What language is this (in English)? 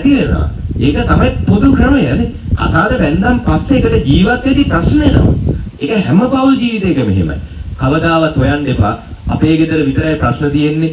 Sinhala